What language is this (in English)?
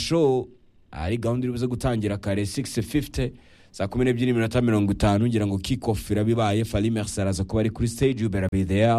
Kinyarwanda